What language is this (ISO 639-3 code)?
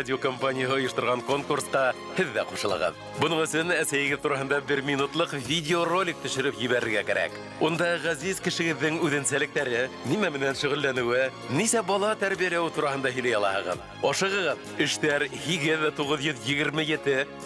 bak